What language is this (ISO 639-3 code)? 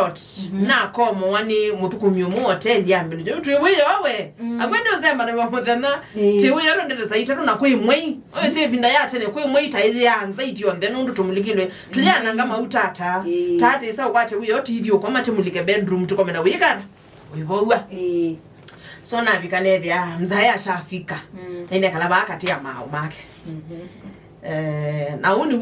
kam